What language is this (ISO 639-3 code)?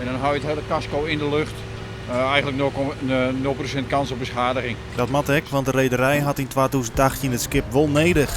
fry